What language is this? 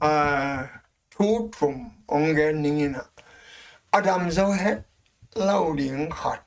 Tedim Chin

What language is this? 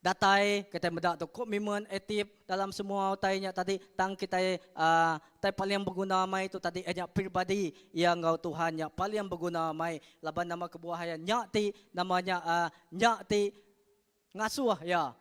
Iban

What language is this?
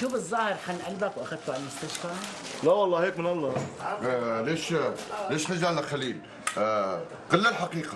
North Levantine Arabic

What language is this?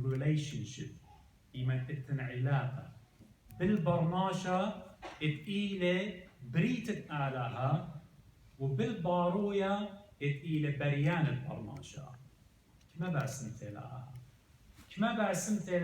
Assyrian Neo-Aramaic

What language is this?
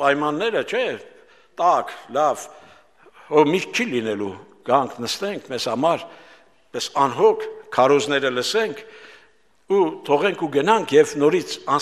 Armenian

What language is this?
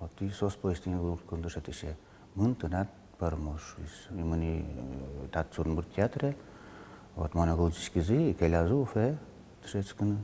Udmurt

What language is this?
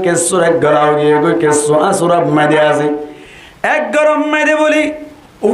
Rohingya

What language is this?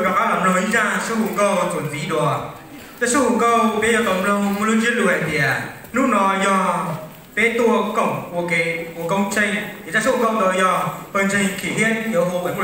Hmong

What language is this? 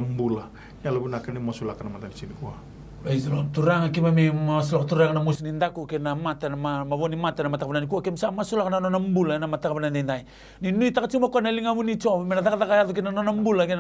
Fijian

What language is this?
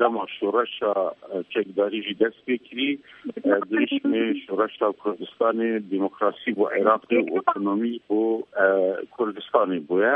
Kurdish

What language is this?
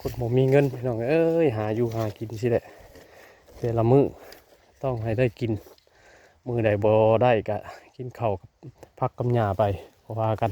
Northeastern Thai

